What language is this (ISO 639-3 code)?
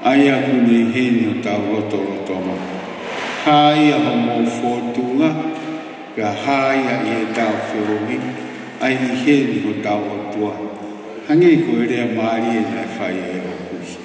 ton